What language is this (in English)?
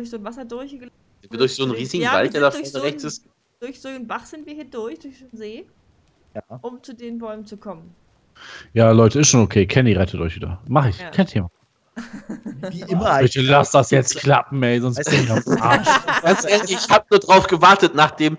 German